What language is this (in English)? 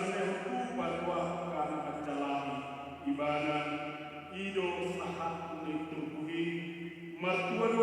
Batak Toba